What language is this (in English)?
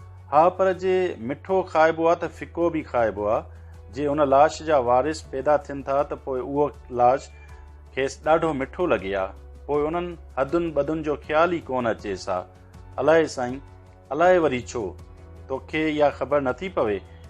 Sindhi